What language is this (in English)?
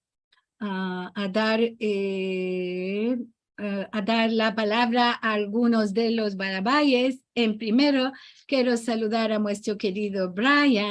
Ladino